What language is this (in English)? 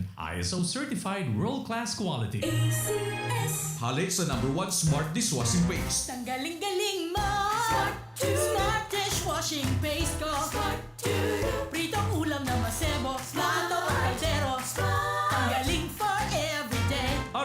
Bikol